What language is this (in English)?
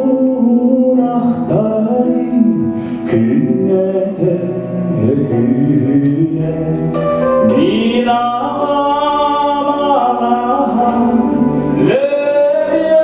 Yakut